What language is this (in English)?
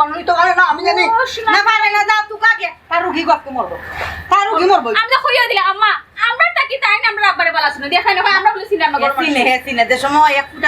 Sylheti